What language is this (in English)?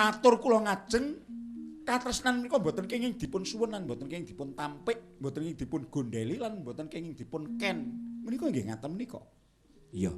Javanese